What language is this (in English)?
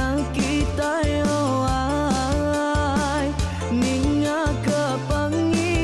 Iban